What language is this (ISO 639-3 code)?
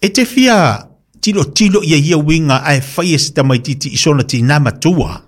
smo